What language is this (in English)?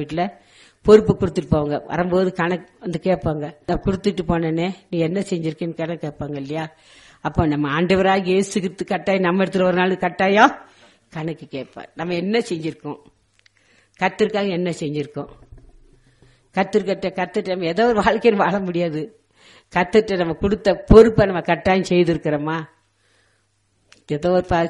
Tamil